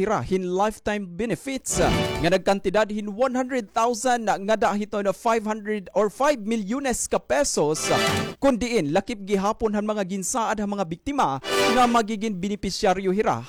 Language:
Waray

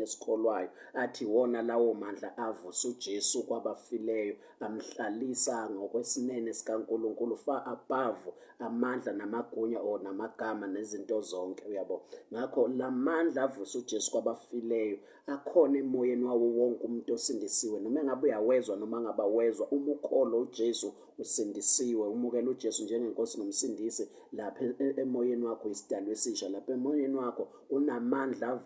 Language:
Zulu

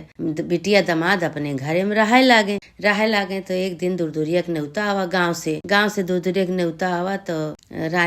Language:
Awadhi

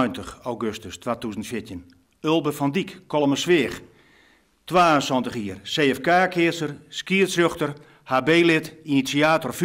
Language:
Western Frisian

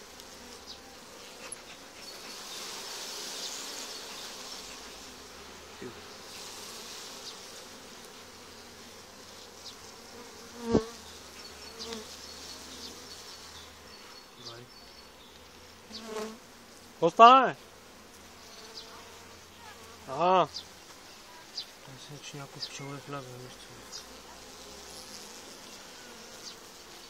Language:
Bulgarian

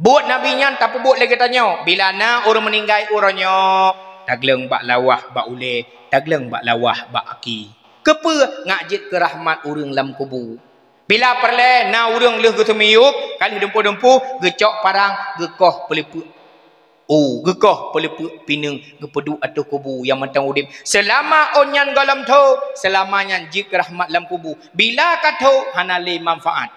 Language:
Achinese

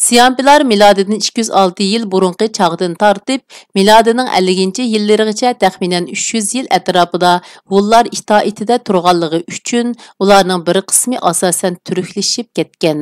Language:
Uyghur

